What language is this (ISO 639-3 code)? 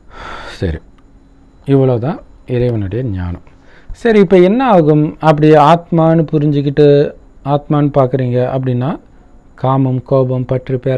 tam